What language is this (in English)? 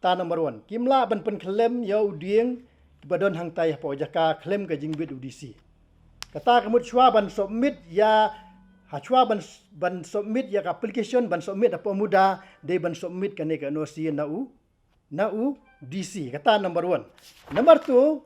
Khasi